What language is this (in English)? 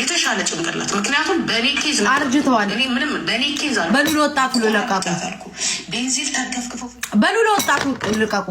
Amharic